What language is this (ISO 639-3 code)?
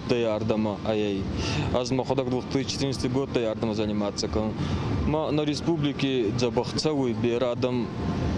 oss